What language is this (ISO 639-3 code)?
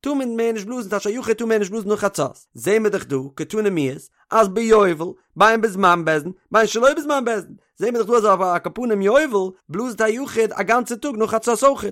yid